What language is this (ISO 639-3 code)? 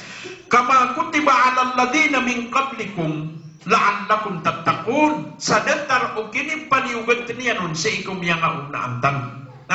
mrw